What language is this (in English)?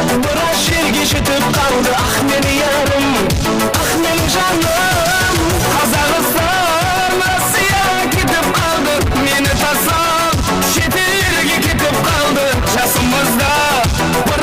Kara-Kalpak